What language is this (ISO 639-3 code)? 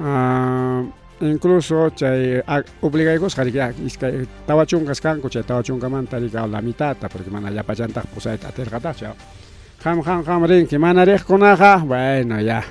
quy